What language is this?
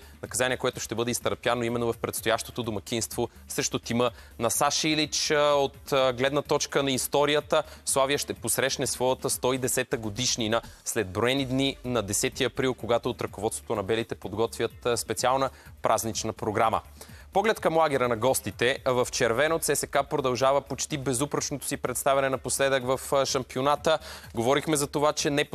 Bulgarian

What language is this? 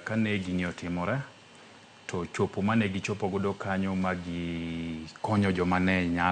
Luo (Kenya and Tanzania)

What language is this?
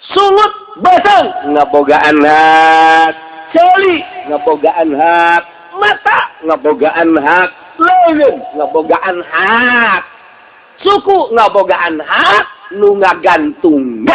Sundanese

